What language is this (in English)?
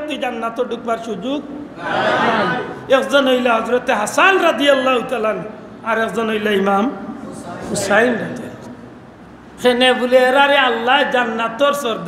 Sylheti